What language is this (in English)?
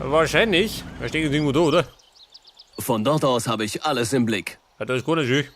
Bavarian